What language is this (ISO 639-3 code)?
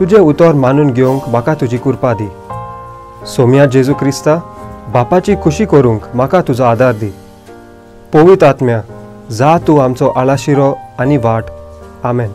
kok